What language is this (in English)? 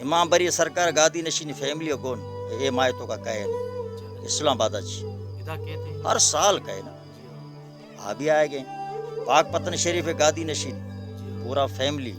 Baluchi